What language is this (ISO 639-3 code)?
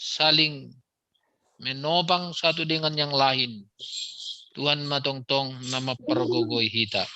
bts